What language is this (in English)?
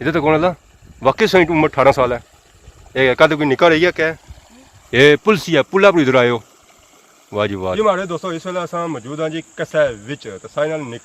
Pahari-Potwari